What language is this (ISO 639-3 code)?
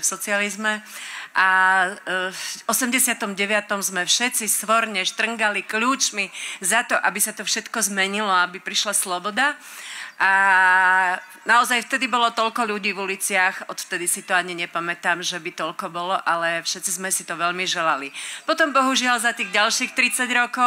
slk